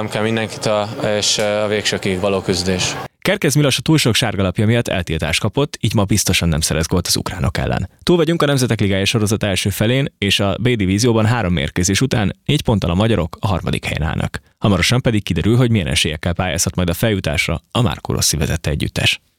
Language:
Hungarian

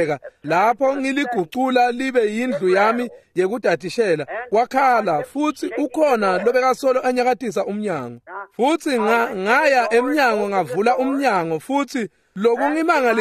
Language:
Swati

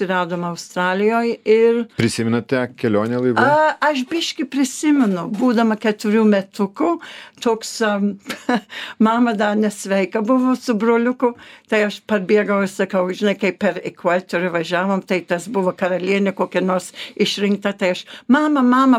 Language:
Lithuanian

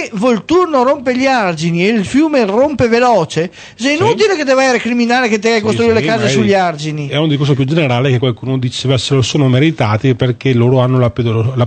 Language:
Italian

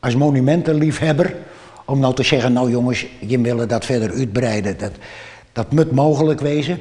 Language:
Western Frisian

